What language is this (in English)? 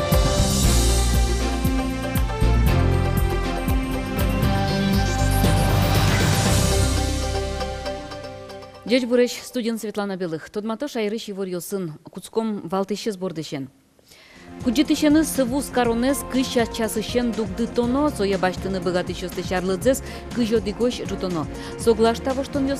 Udmurt